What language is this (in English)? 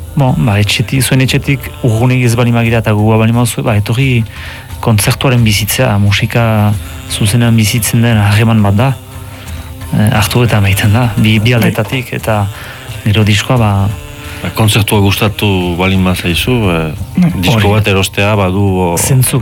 Basque